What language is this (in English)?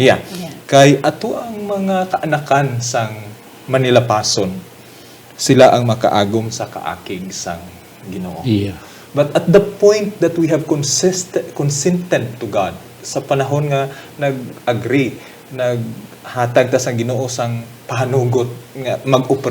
Hiligaynon